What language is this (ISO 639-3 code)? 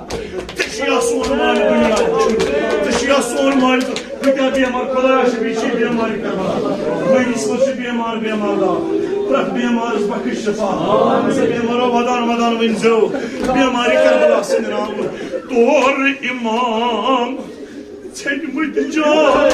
kas